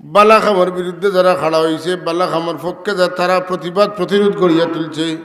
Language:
Sylheti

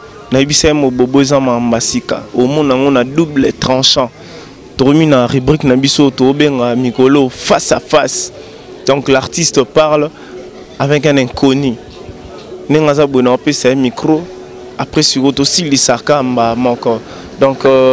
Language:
Lingala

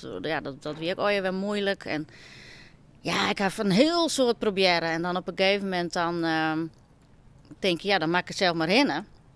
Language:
Western Frisian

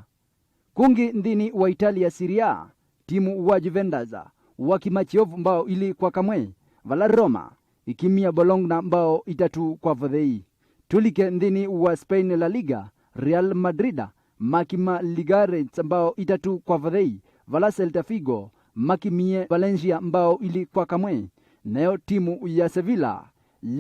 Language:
Kamba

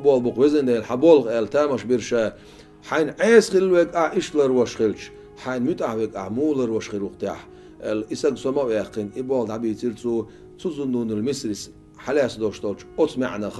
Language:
Chechen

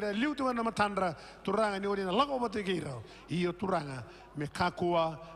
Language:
Fijian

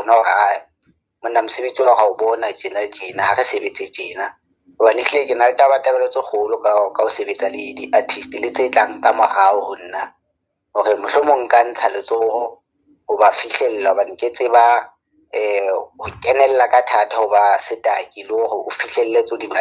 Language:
Southern Sotho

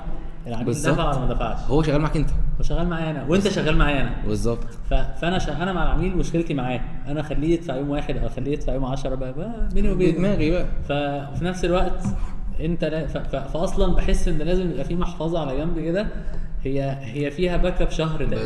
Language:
Egyptian Arabic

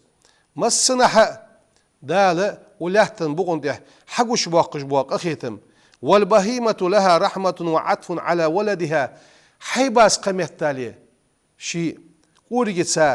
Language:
Ingush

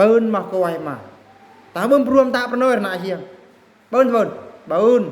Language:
Eastern Bru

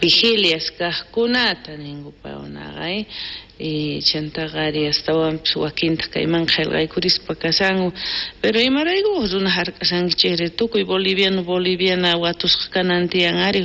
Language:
South Bolivian Quechua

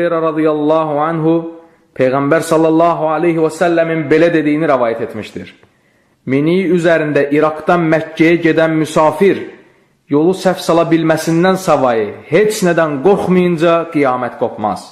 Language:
Azerbaijani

